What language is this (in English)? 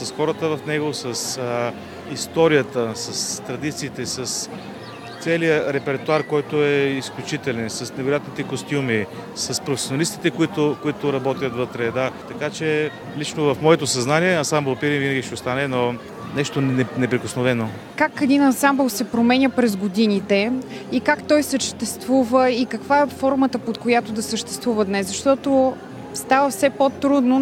Bulgarian